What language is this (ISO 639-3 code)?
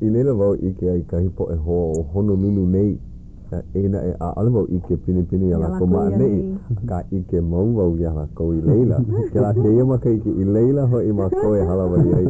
haw